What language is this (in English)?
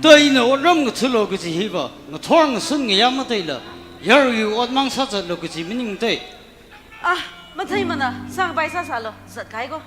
Tangkhul Naga (India)